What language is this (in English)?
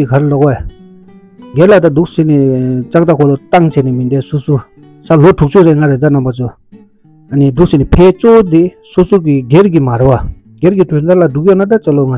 Tibetan